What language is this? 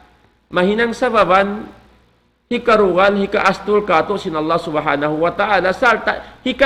Tausug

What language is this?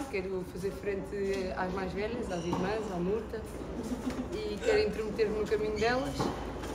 Portuguese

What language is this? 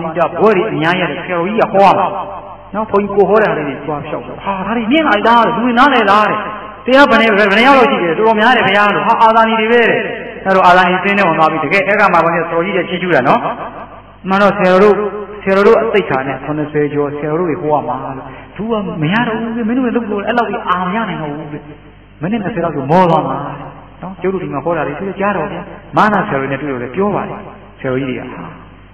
Burmese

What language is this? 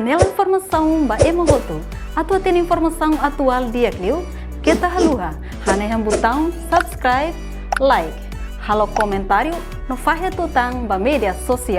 Tetum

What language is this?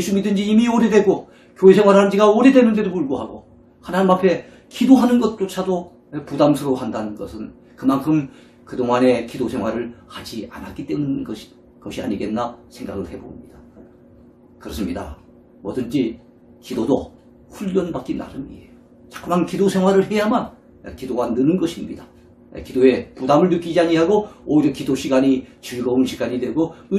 Korean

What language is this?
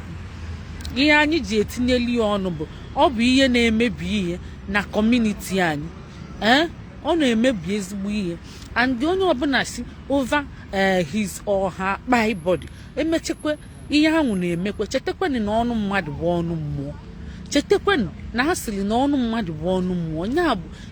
Igbo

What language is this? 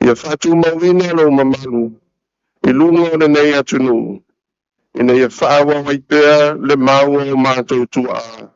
Samoan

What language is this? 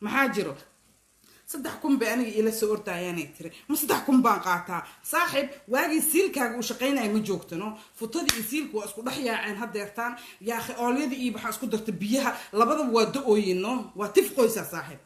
Somali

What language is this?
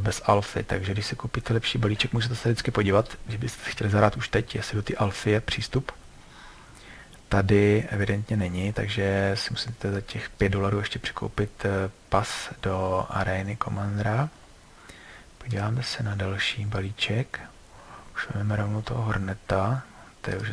Czech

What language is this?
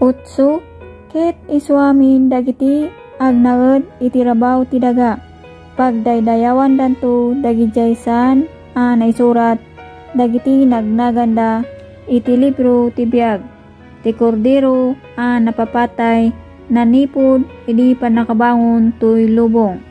Iloko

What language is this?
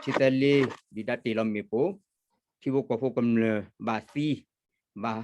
S'gaw Karen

